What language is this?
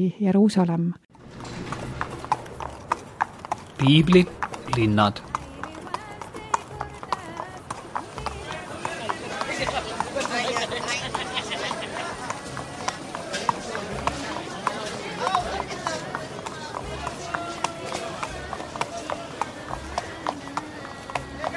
Estonian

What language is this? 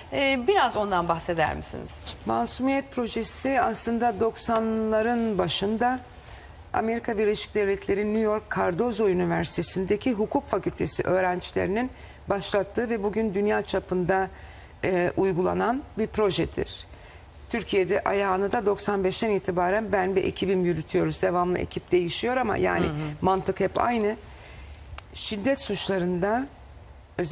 Turkish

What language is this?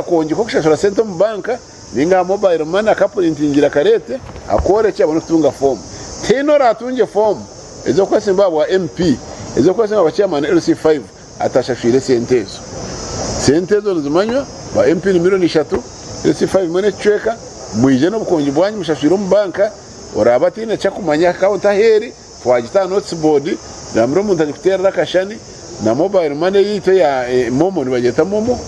Nyankole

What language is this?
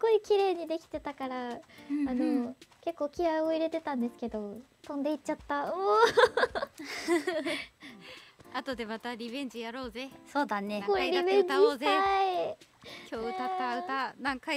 Japanese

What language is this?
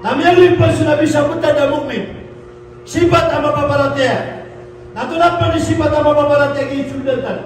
Maranao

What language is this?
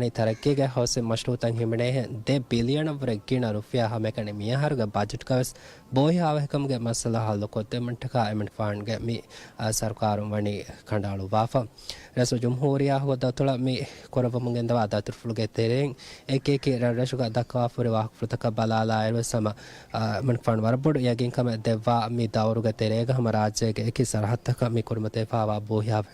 Divehi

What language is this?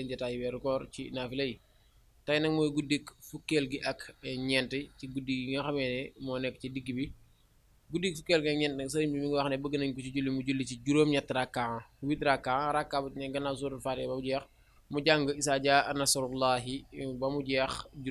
Wolof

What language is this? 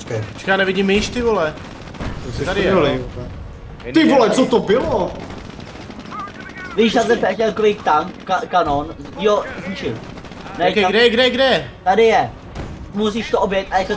Czech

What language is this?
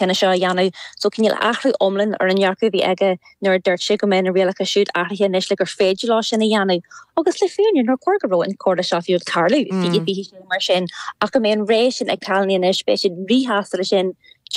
Irish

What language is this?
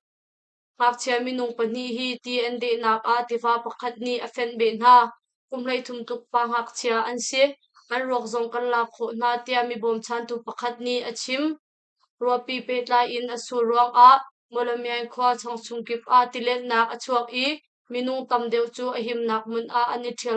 Hakha Chin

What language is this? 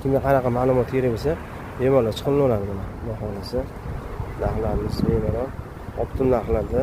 Uzbek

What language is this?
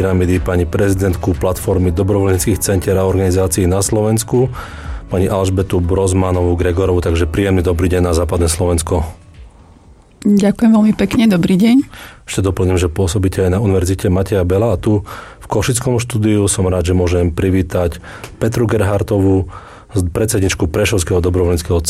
Slovak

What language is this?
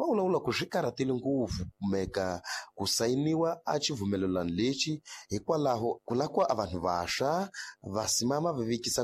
Tsonga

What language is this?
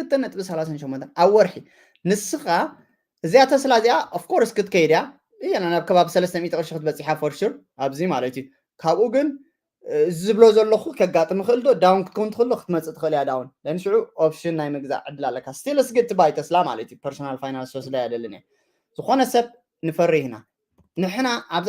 Tigrinya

